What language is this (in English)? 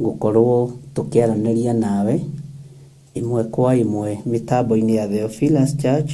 Kikuyu